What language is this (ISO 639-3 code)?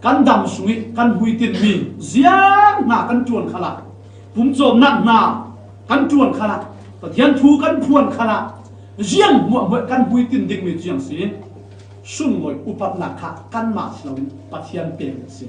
cfm